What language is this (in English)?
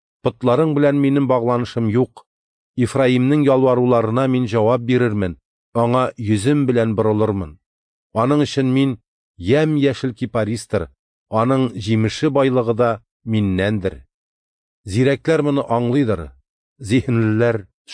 Tatar